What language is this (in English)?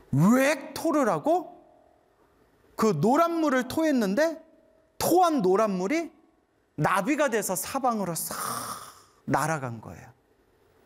Korean